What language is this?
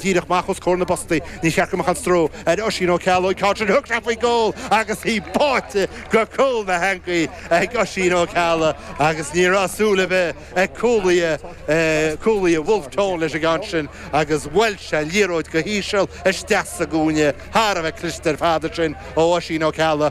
Irish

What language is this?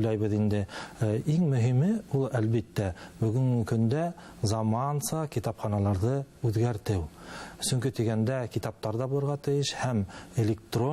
Bashkir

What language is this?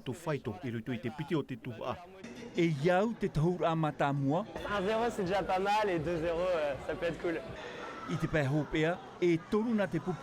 Tahitian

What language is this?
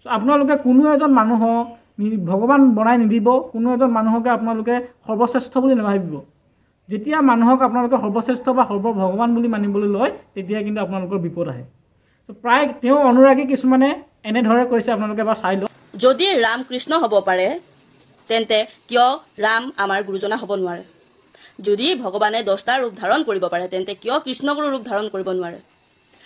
Assamese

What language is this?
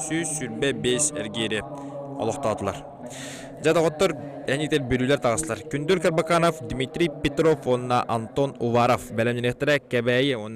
Yakut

